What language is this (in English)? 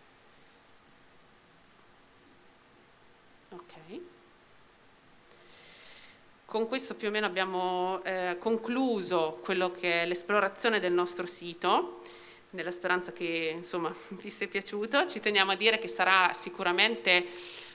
Italian